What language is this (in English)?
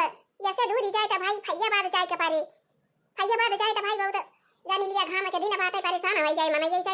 Awadhi